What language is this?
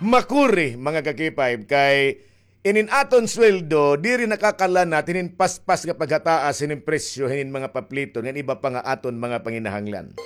Waray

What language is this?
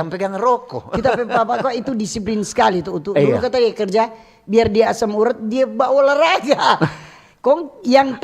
Manado Malay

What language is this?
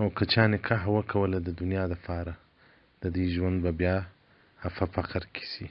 Pashto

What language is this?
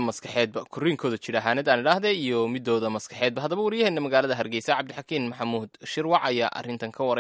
Somali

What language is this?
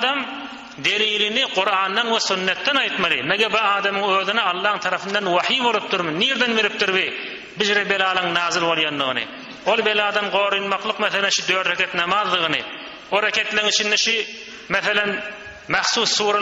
Turkmen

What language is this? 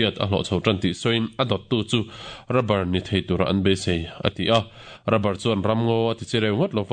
Mizo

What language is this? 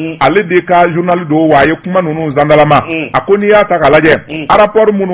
Bambara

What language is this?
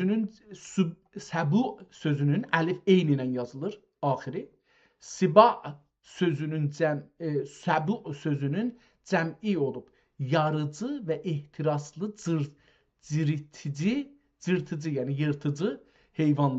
South Azerbaijani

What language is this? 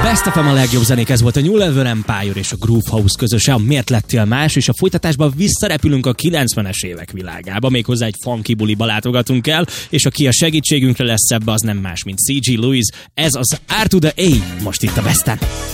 Hungarian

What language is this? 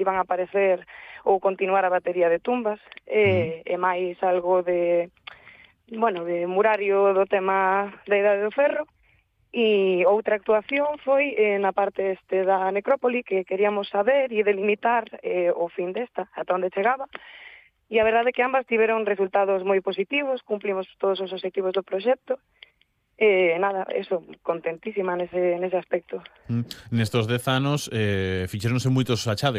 Galician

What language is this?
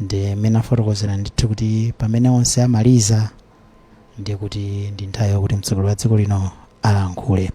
Nyanja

